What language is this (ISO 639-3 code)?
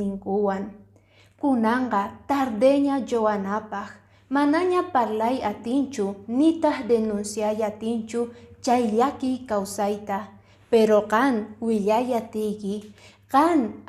que